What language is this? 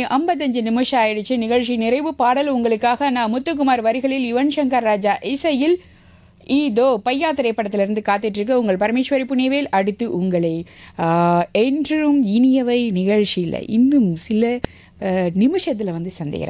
Tamil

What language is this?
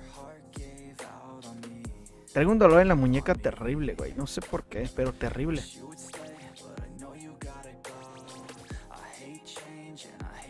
Spanish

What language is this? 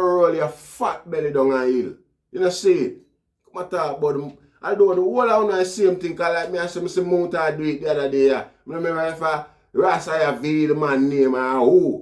Jamaican Creole English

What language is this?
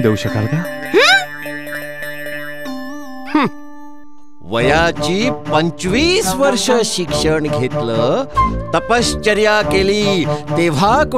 Marathi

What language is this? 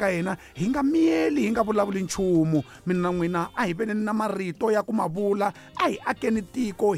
Tsonga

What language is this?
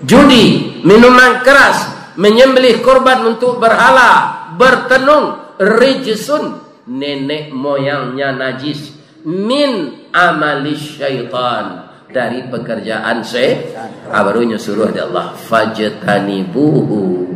Minangkabau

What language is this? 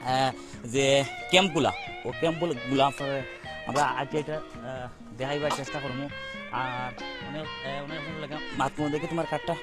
Sylheti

